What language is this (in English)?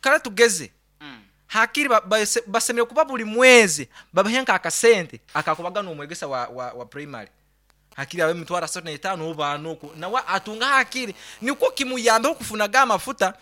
Nyankole